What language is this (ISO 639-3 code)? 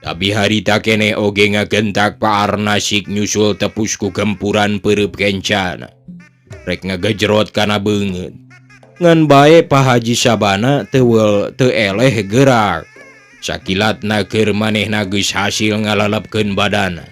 sun